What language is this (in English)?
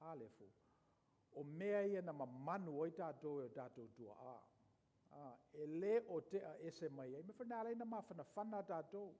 Samoan